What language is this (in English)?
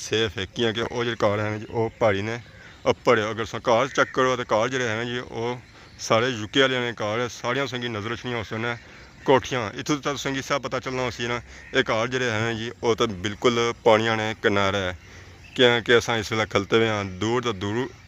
Pahari-Potwari